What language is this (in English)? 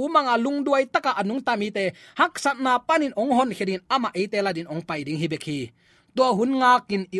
Tedim Chin